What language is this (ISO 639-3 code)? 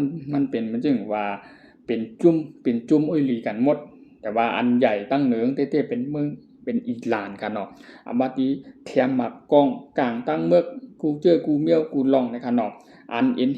shn